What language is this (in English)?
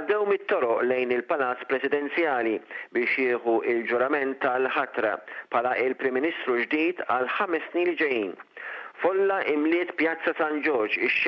Maltese